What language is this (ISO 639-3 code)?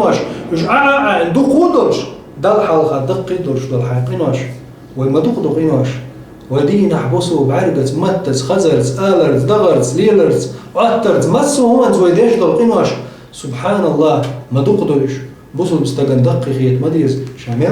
che